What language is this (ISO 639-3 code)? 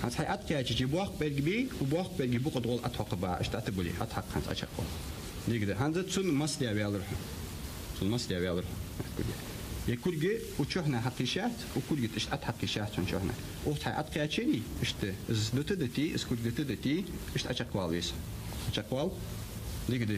inh